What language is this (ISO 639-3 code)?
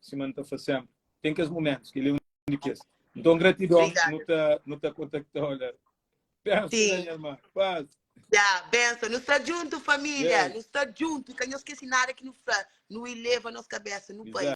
kea